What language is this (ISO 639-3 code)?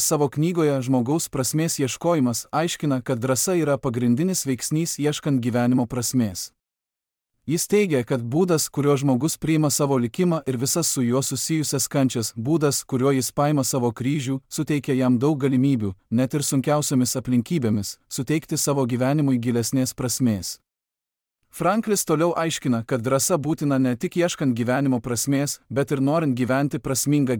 lit